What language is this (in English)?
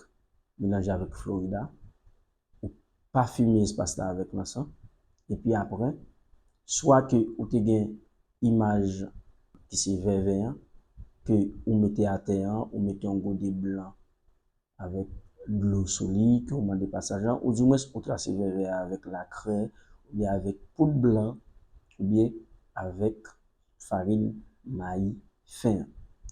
Haitian Creole